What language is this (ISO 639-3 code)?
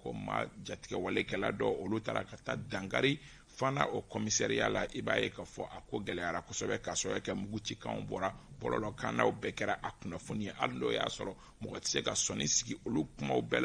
bam